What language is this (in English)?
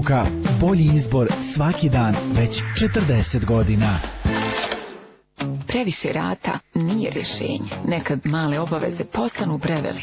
Bosnian